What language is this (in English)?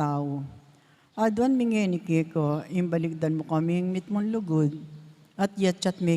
Pampanga